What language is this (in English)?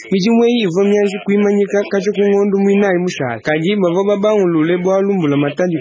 Luba-Lulua